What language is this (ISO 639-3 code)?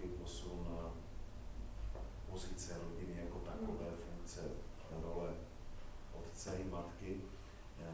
ces